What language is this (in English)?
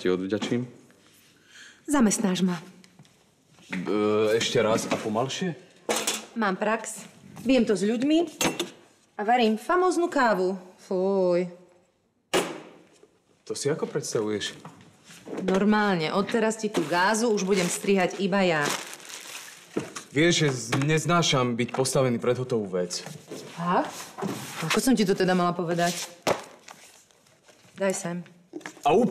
Slovak